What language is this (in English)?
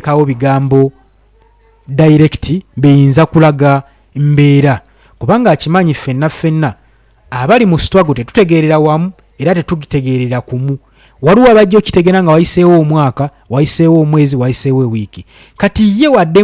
Ganda